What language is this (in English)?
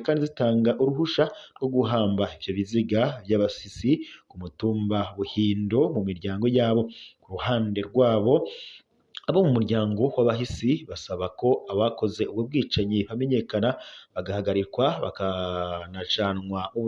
Rundi